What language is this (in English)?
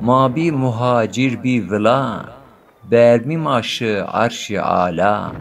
Zaza